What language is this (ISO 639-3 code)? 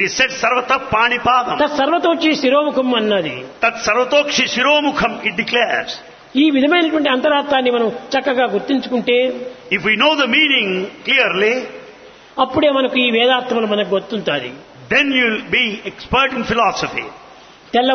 tel